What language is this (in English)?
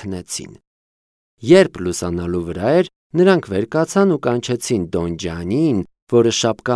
Armenian